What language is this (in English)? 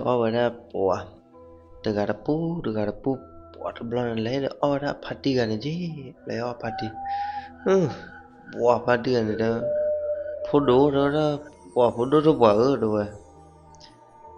S'gaw Karen